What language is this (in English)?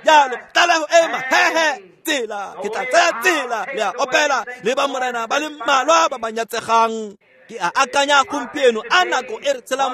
Tswana